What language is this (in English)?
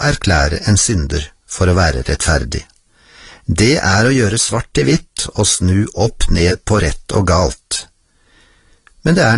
Norwegian